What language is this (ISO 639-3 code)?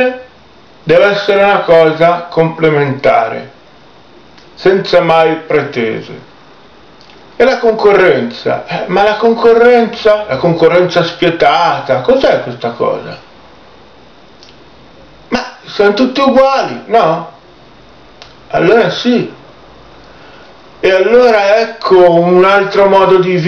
ita